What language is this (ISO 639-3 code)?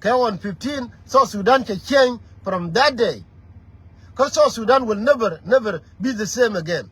nus